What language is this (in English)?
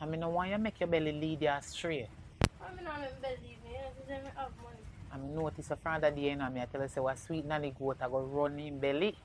Jamaican Creole English